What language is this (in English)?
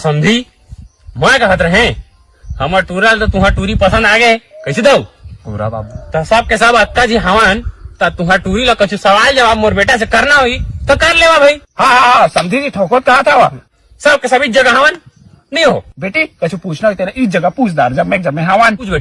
Chhattisgarhi